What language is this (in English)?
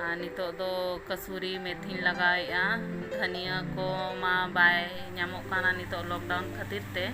Santali